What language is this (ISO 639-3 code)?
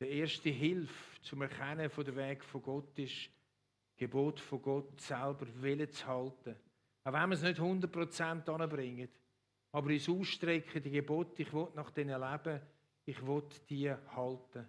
gsw